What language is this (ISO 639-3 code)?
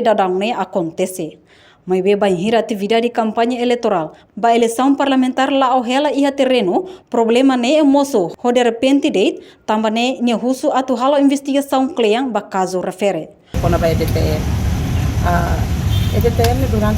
tet